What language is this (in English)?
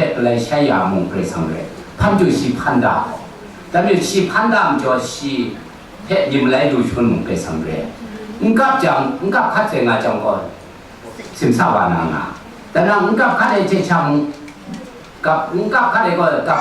Kachin